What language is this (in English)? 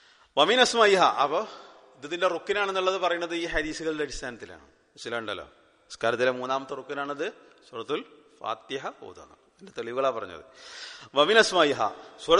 Malayalam